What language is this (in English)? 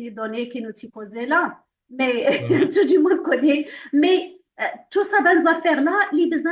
Morisyen